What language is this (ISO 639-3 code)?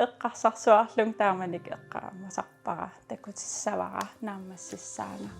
kal